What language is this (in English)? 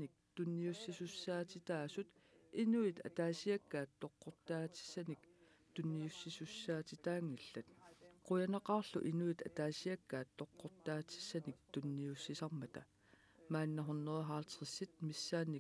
Kalaallisut